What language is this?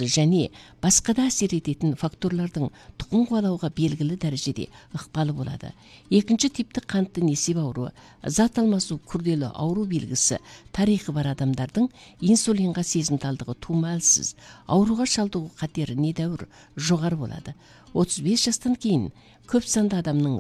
Kazakh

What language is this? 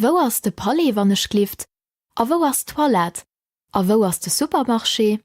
Luxembourgish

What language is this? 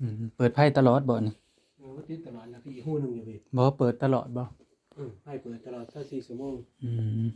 Northeastern Thai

